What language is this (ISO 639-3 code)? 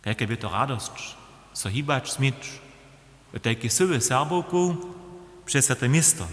hsb